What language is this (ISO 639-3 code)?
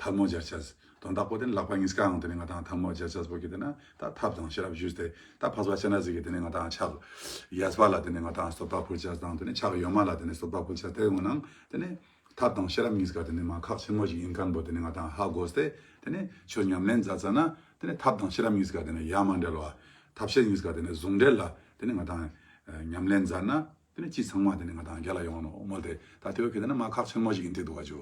lbj